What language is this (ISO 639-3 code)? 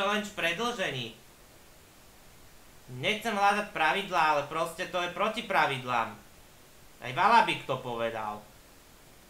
slk